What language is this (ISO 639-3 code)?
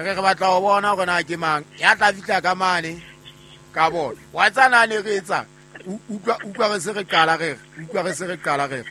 sot